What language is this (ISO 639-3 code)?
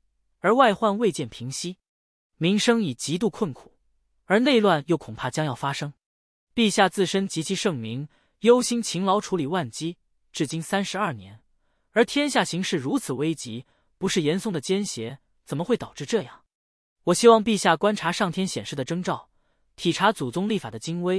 zho